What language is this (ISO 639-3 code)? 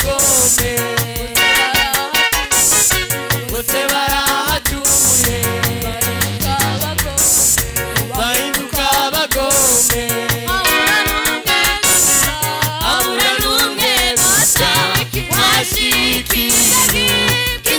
kin